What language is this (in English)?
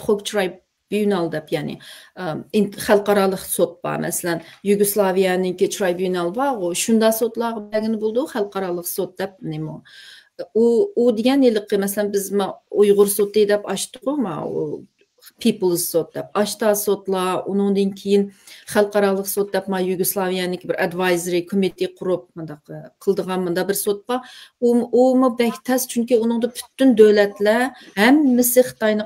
Uyghur